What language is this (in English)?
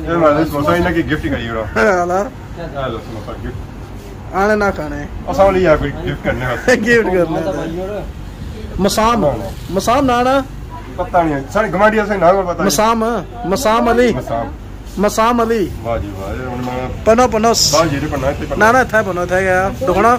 Pahari-Potwari